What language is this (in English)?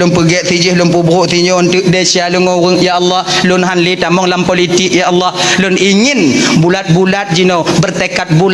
Achinese